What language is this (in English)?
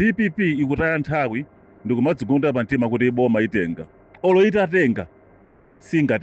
Nyanja